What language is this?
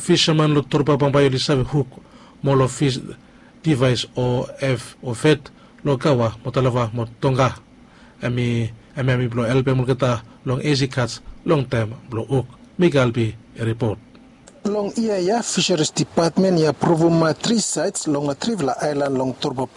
Bislama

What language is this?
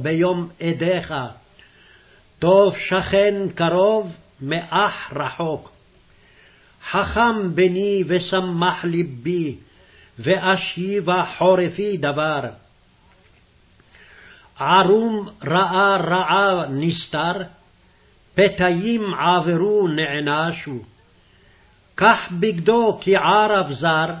Hebrew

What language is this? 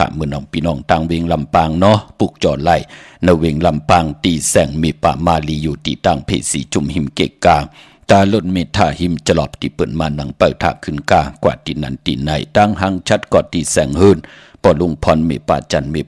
Shan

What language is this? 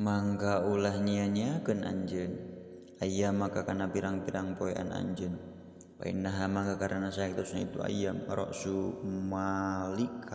Sundanese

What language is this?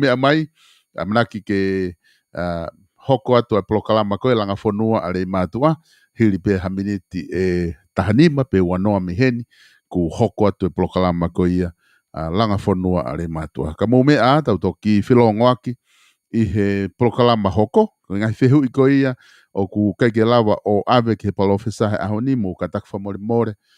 Tongan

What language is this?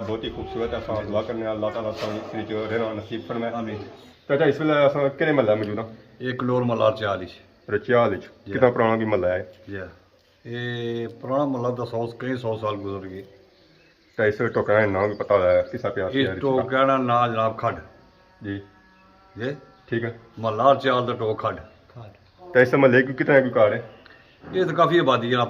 Pahari-Potwari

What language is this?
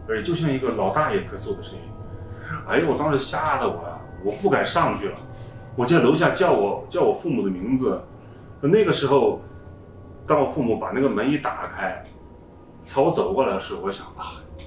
Chinese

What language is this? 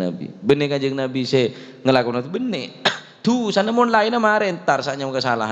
Madurese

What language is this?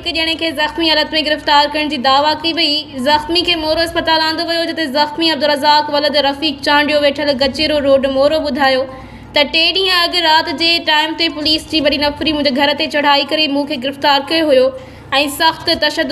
Sindhi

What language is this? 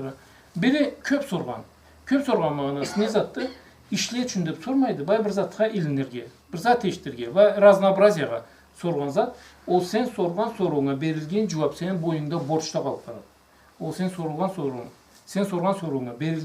Karachay-Balkar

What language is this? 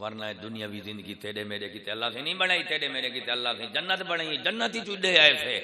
Saraiki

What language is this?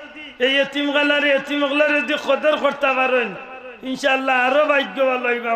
Sylheti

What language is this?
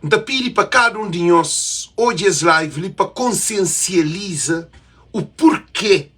Kabuverdianu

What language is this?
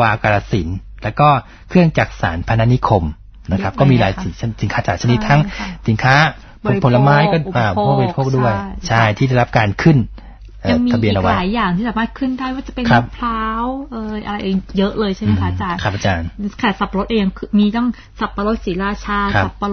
Thai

